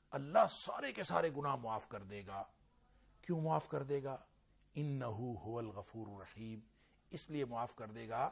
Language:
Urdu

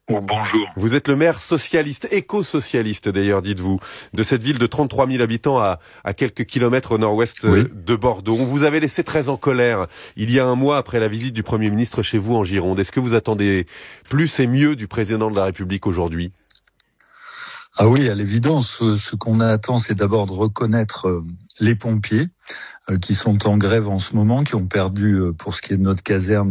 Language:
French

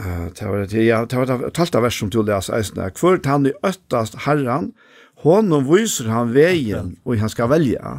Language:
Faroese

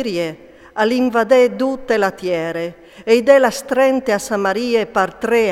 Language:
Friulian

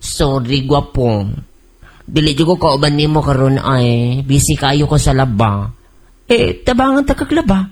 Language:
Cebuano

